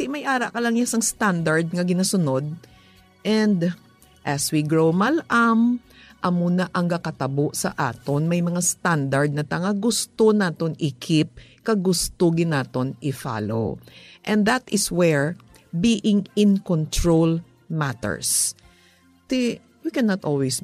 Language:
Hiligaynon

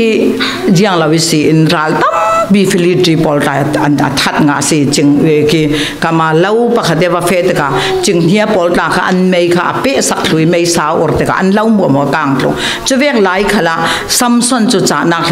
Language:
Falam Chin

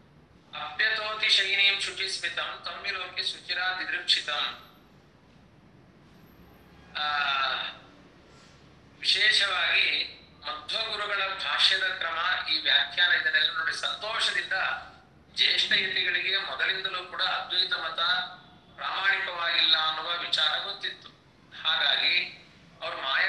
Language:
Kannada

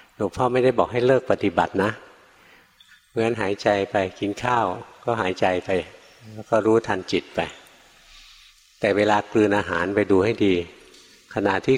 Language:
Thai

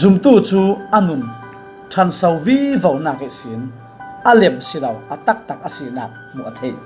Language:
Falam Chin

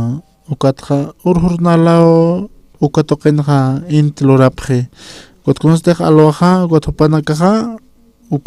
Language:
Aymara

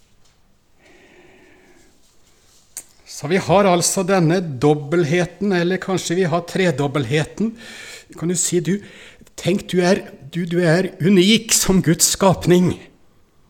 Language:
Norwegian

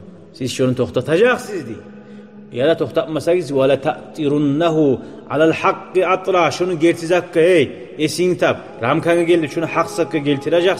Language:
Kumyk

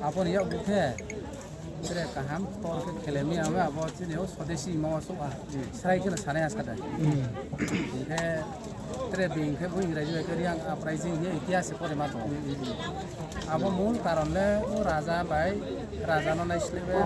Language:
Riang (India)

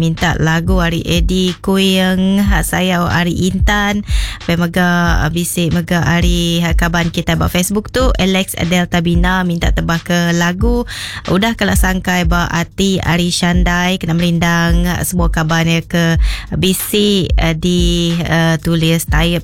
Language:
Iban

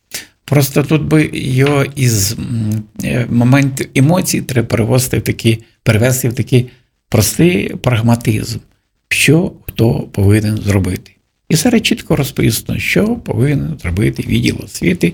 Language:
Ukrainian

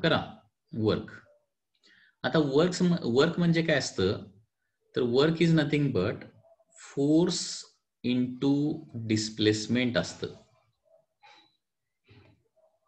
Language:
Marathi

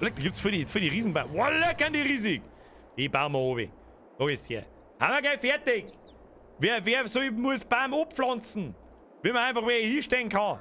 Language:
Bavarian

